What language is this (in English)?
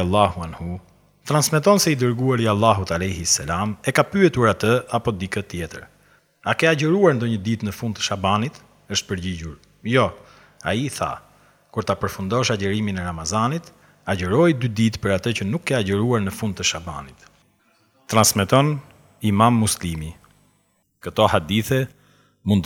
Albanian